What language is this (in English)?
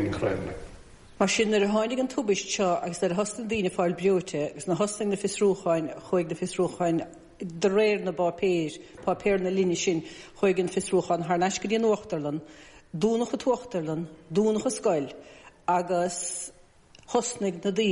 Irish